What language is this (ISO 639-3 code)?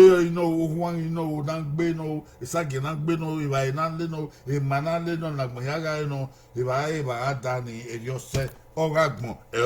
bin